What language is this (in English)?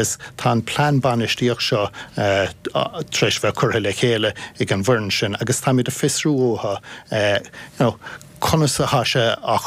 Irish